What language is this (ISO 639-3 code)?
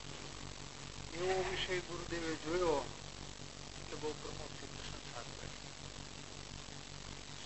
guj